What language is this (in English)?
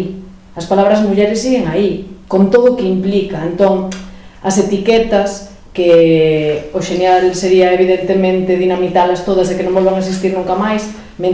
Galician